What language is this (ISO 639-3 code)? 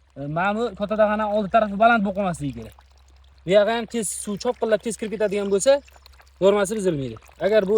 uzb